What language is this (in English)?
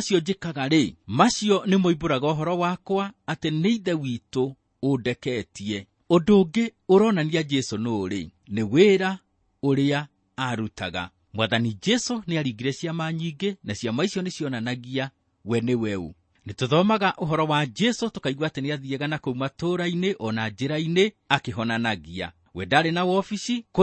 Kikuyu